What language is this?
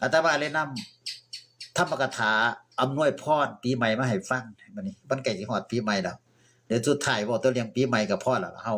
Northeastern Thai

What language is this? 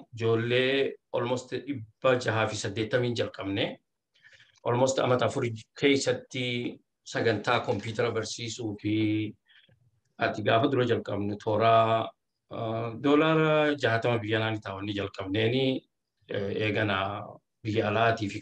Oromo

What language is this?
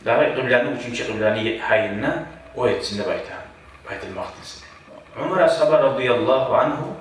Kumyk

